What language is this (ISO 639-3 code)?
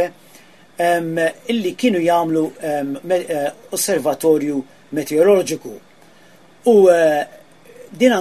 mlt